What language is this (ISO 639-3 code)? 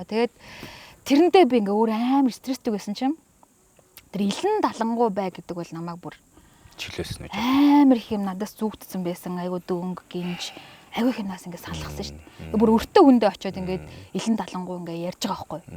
mon